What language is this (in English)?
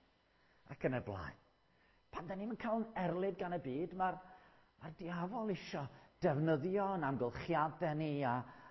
Welsh